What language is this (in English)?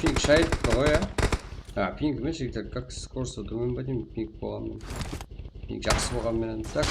Kara-Kalpak